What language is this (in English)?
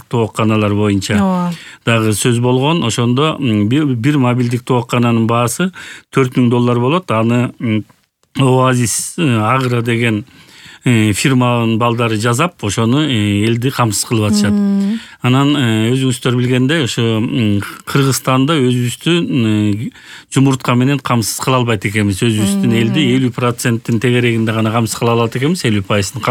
Kyrgyz